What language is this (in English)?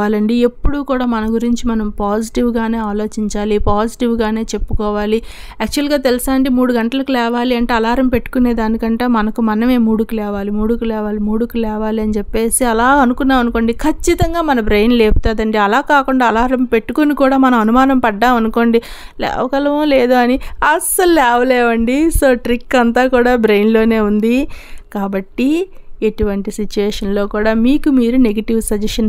Telugu